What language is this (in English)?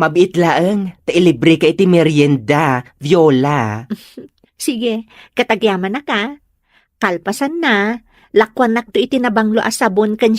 Iloko